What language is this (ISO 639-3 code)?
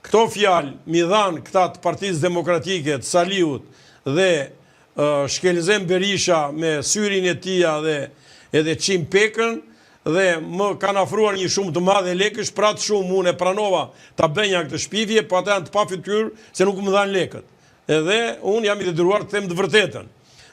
sqi